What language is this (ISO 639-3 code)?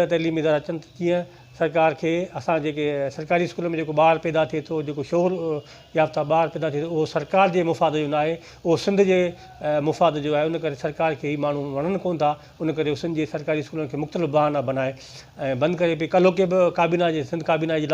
snd